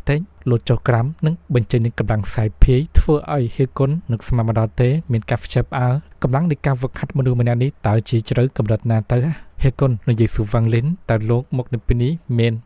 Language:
Khmer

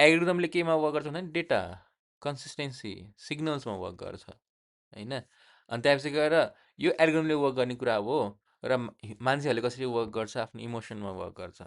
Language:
Nepali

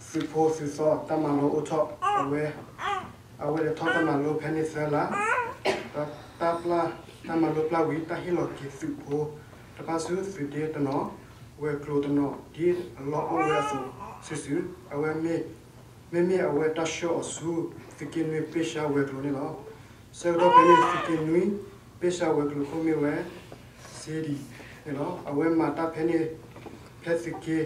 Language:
S'gaw Karen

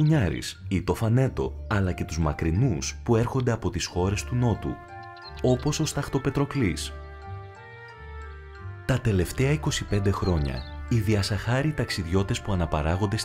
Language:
Greek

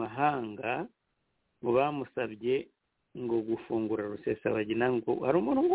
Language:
Kinyarwanda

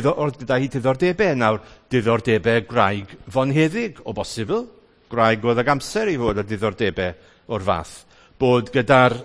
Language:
Welsh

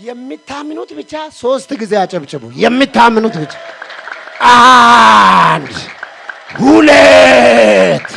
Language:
Amharic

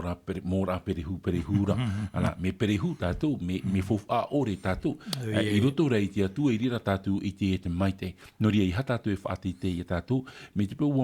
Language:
Tahitian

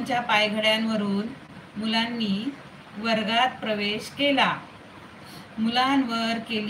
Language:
Marathi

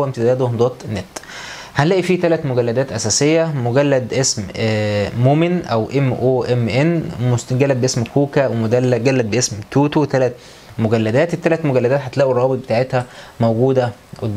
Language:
Egyptian Arabic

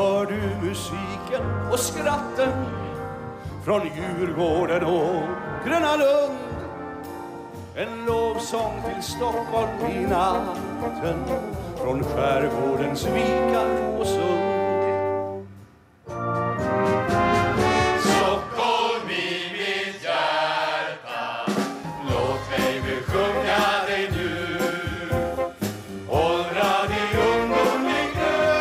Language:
Swedish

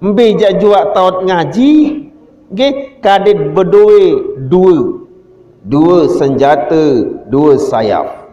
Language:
Sasak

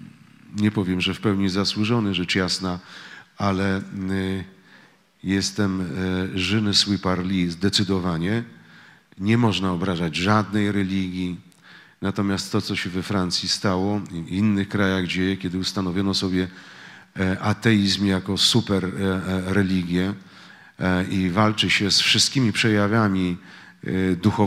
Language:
Polish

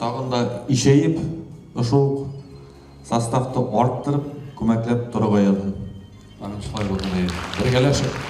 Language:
Bashkir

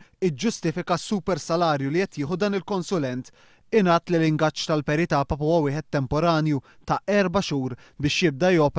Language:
Maltese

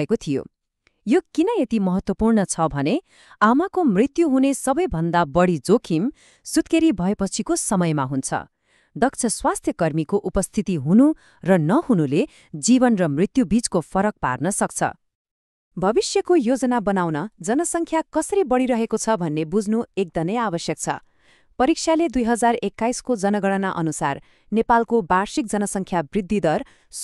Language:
Nepali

